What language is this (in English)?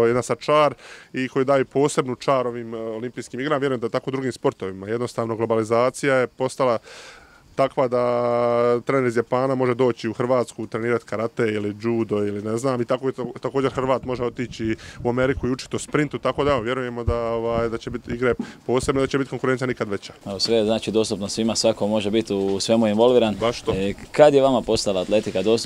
Croatian